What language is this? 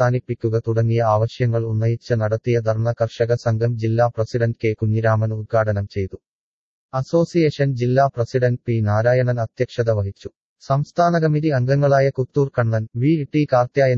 Malayalam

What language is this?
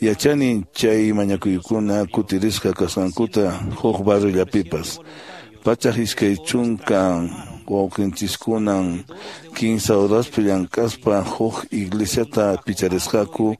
Quechua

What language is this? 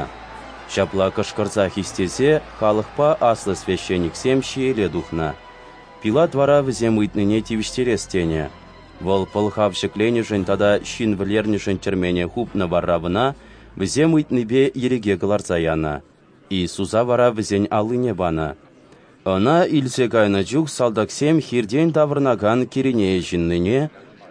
Chuvash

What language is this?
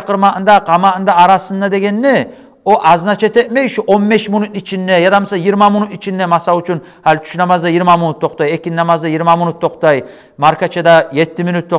Kumyk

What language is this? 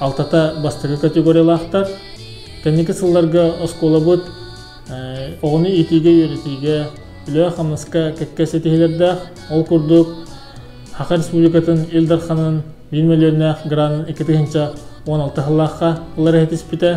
Yakut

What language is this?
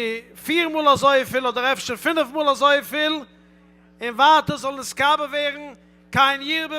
Yiddish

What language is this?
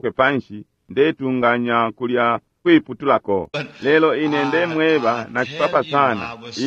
Bemba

